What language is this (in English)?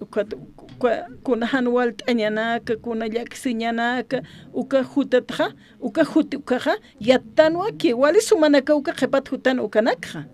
Aymara